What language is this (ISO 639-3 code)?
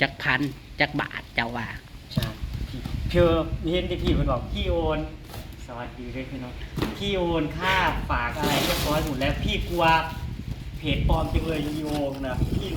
tts